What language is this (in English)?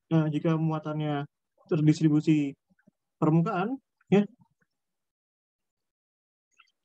Indonesian